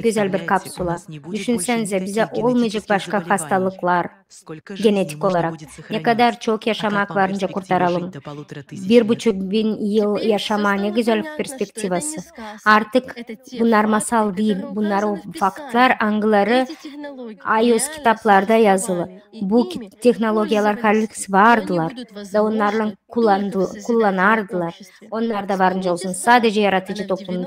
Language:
Gagauz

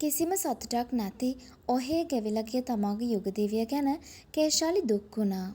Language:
Sinhala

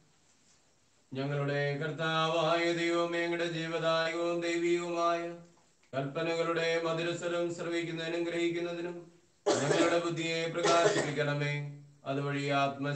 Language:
Malayalam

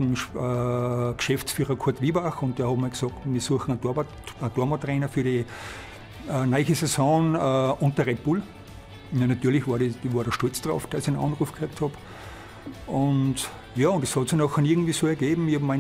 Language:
German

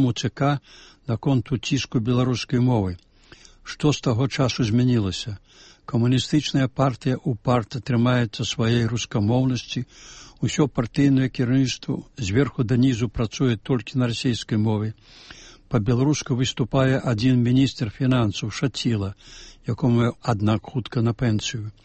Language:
Belarusian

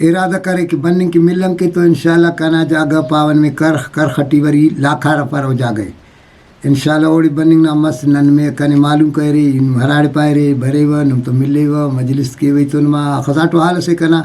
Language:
Brahui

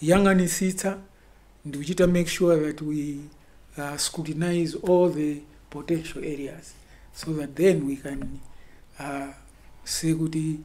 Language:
Nyanja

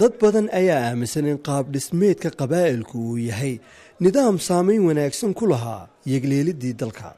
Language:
Somali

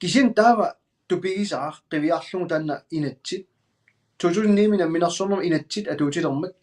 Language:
Kalaallisut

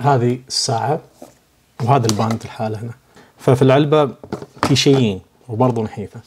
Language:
Najdi Arabic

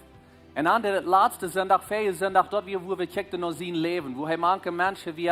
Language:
Plautdietsch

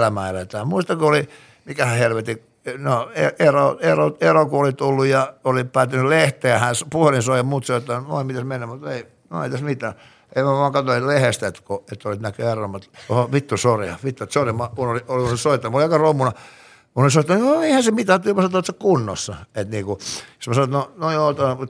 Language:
Finnish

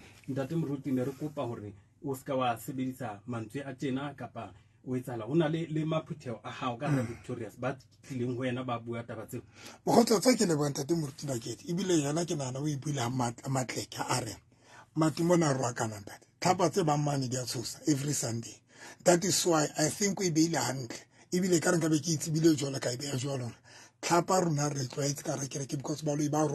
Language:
Southern Sotho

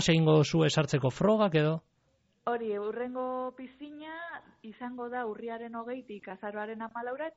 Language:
Basque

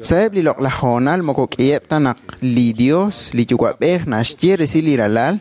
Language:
Kekchí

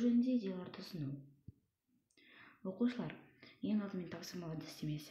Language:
Kazakh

